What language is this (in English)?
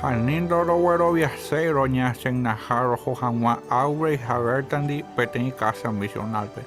Guarani